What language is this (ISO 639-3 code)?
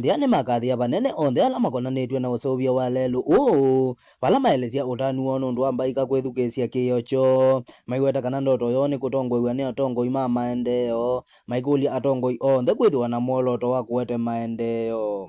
kam